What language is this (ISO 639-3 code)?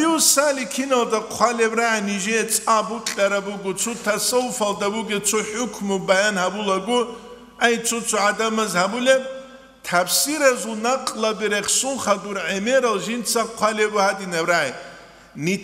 ava